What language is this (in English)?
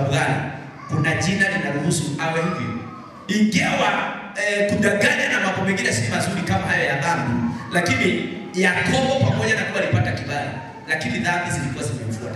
Swahili